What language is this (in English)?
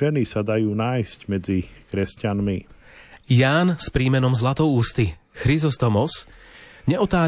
Slovak